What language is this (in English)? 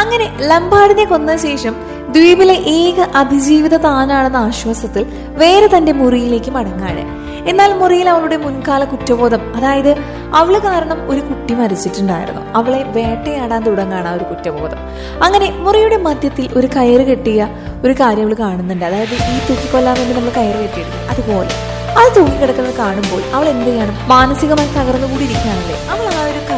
Malayalam